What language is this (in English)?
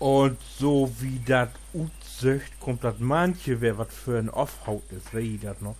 Low German